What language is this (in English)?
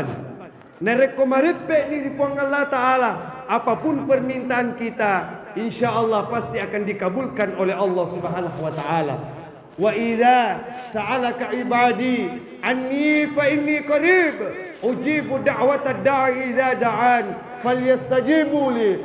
Buginese